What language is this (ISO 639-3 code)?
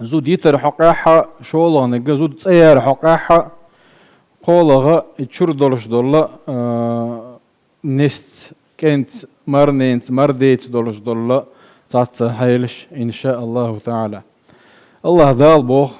che